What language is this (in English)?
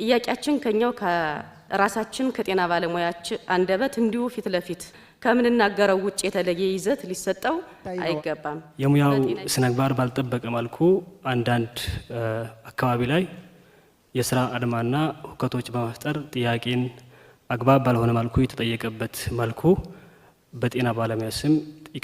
Amharic